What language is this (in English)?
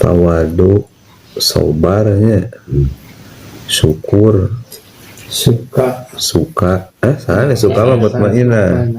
Sundanese